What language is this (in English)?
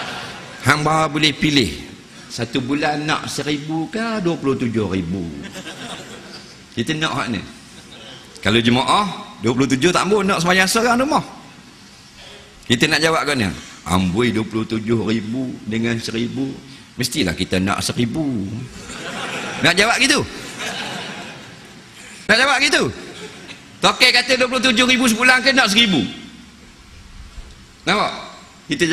Malay